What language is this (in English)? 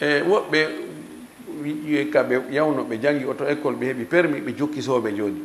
Fula